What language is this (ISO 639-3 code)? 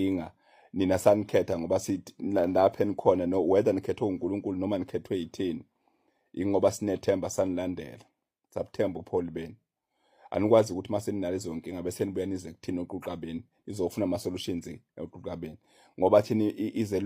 zul